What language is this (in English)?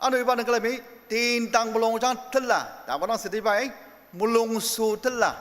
Ao Naga